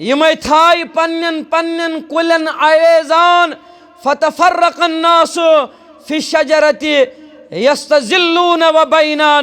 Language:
Kashmiri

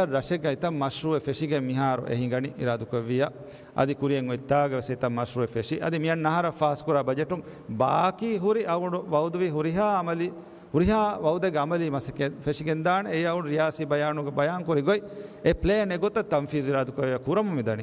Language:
Divehi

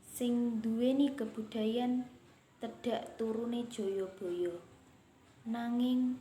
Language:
Javanese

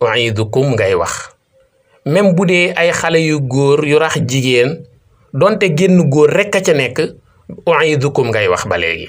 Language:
Wolof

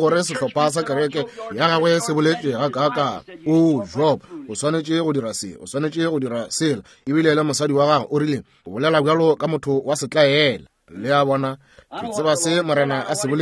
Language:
Northern Sotho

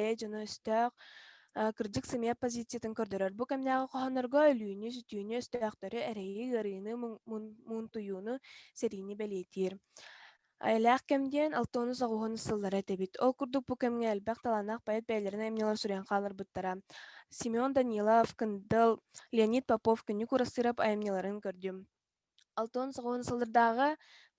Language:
Yakut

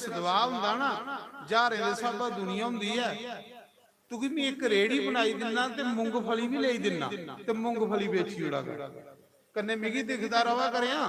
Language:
Dogri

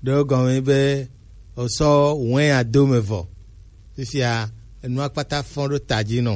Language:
Gen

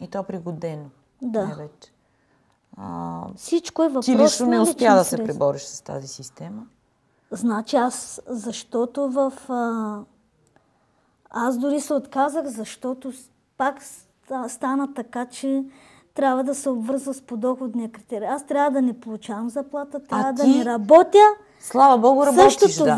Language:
Bulgarian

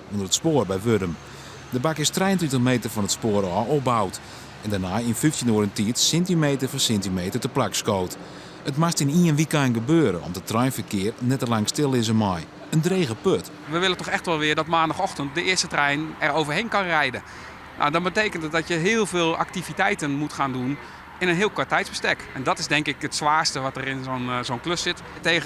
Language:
Western Frisian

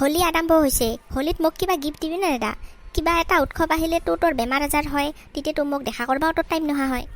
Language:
Assamese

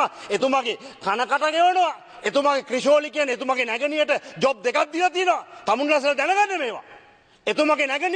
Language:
Sinhala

